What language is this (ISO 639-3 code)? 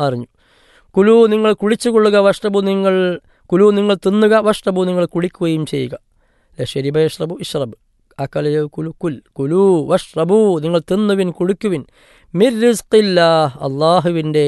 mal